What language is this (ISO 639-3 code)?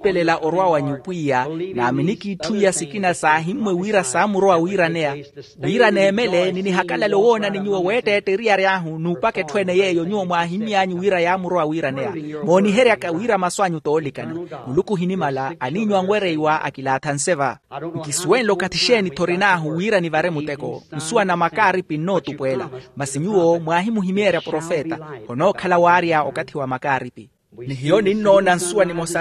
vmw